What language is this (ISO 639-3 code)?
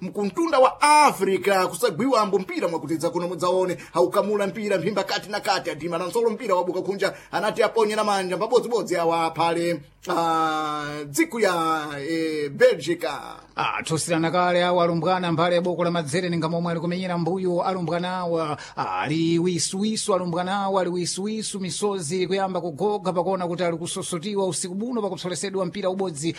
seh